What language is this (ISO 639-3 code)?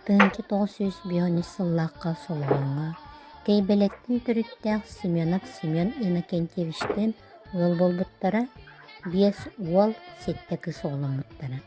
sah